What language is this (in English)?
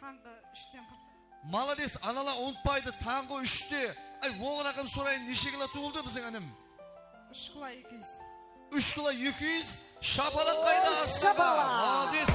Kara-Kalpak